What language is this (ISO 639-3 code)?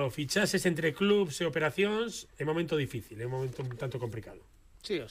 glg